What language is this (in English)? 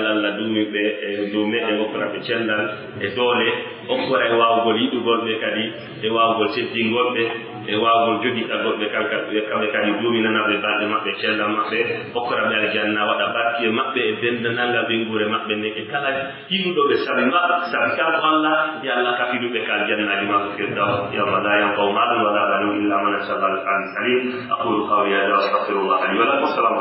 Pular